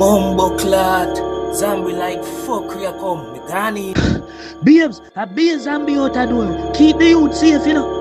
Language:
Jamaican Creole English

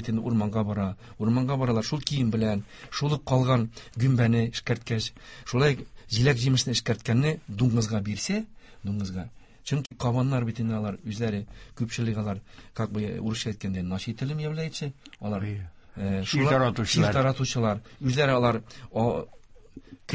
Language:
Tatar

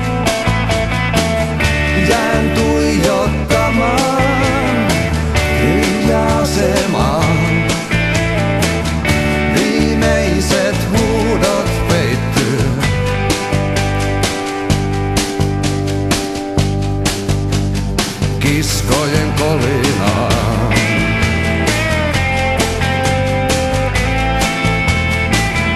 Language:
Finnish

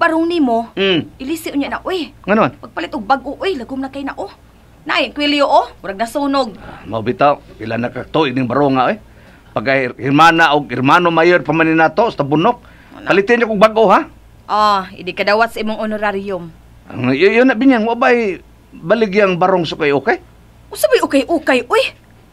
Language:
Cebuano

